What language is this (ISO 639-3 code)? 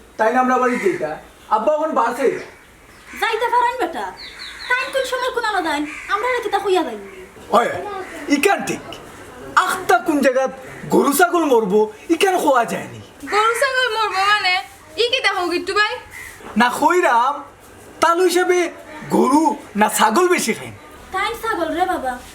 syl